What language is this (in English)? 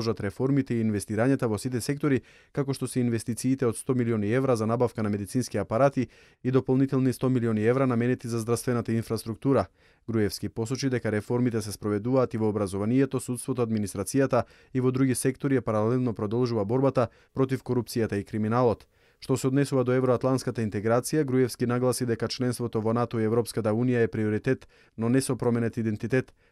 Macedonian